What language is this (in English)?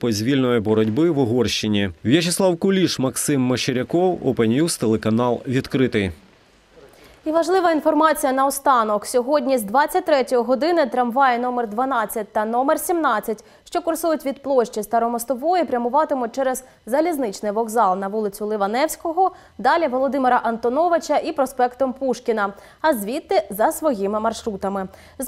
Ukrainian